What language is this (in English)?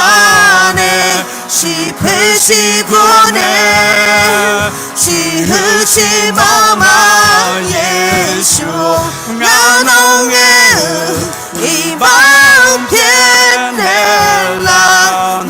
Akha